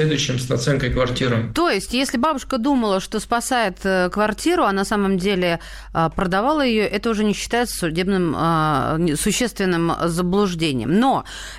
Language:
Russian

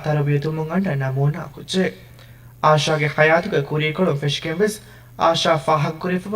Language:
Divehi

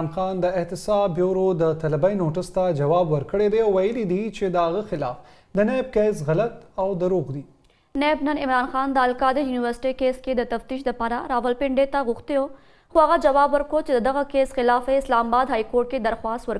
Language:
Pashto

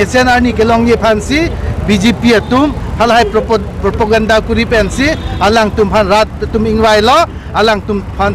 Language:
Karbi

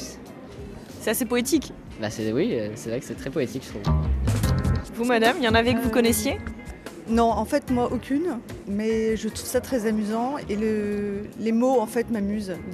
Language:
French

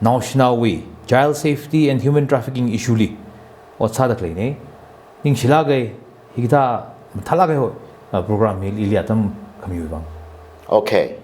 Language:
Tangkhul Naga (India)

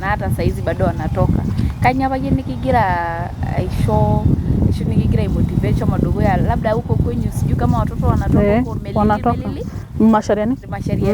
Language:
Masai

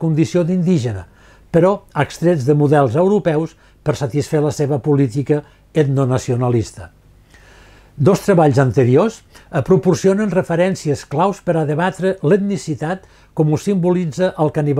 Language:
Catalan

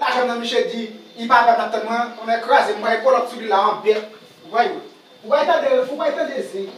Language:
Haitian Creole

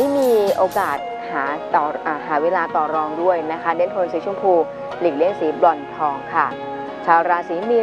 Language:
Thai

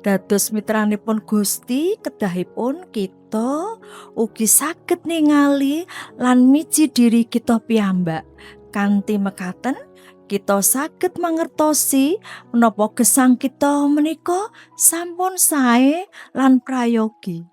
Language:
Javanese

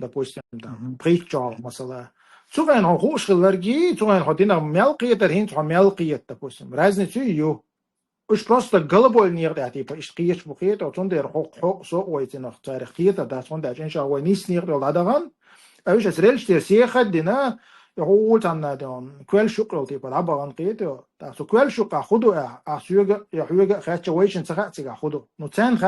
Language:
Chechen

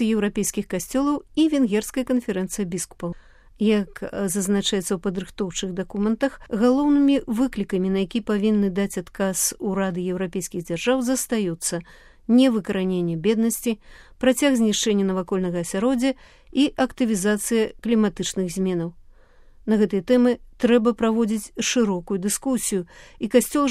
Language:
Belarusian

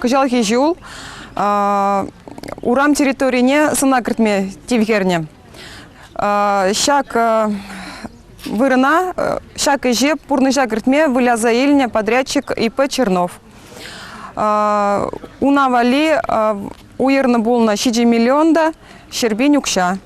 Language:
Chuvash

